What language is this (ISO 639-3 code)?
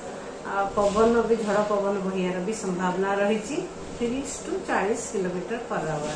ori